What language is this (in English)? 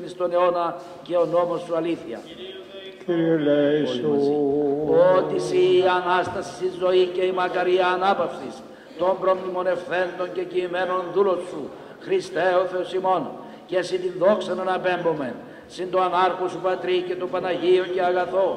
Greek